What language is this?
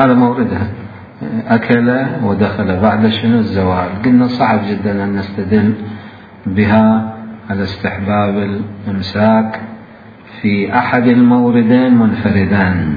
Mesopotamian Arabic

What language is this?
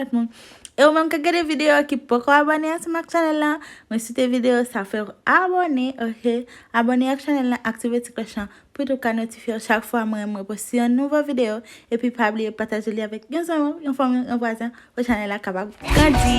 Haitian Creole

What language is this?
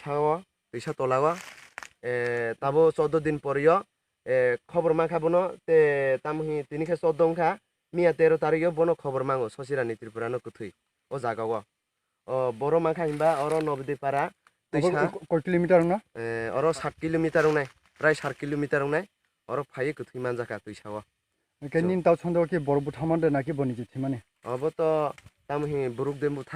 Kok Borok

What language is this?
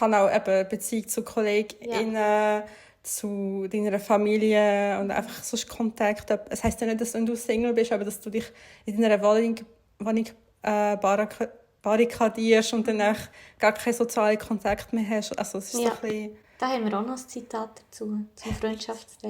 Swiss German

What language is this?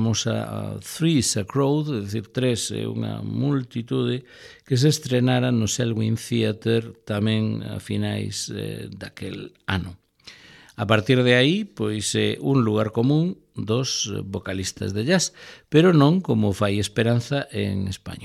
Galician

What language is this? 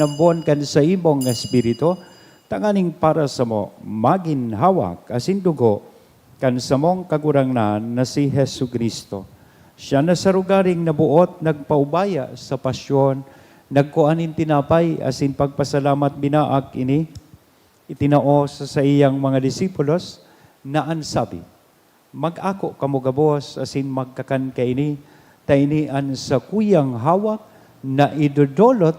Bikol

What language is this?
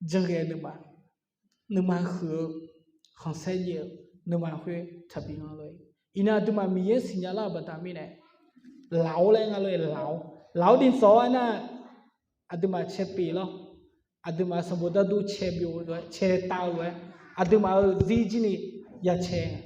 Akha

